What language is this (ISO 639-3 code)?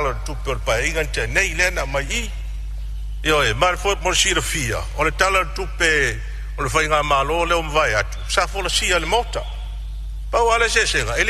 smo